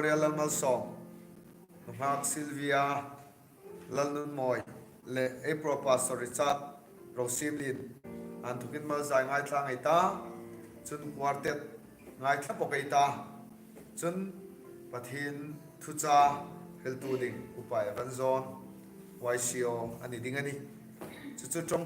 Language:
Hmar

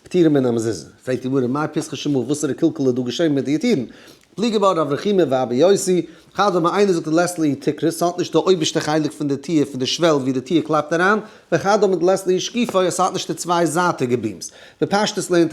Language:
Yiddish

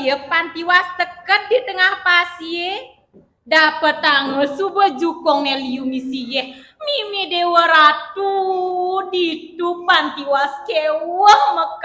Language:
Balinese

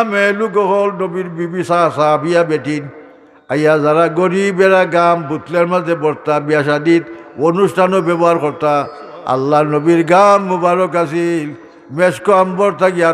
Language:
Sylheti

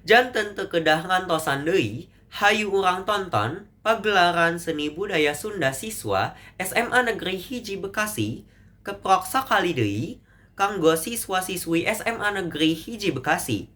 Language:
Sundanese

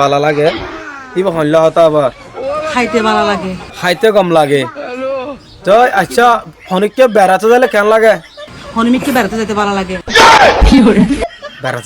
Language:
Rohingya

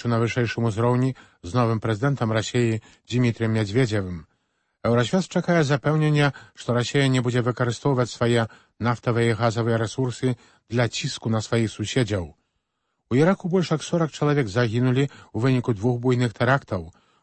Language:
Belarusian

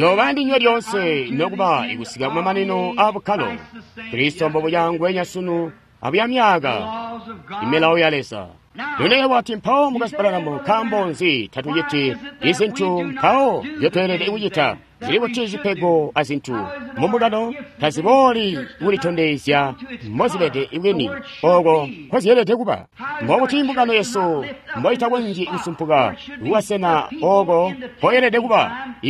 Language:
Tonga (Zambia)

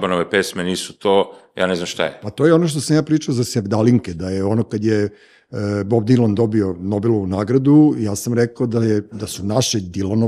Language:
Serbian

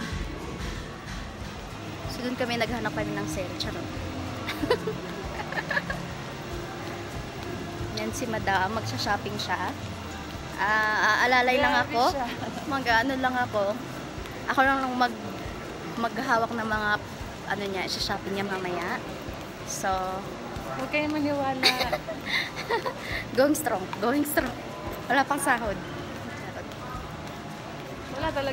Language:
Filipino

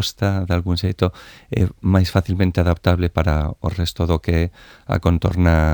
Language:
Galician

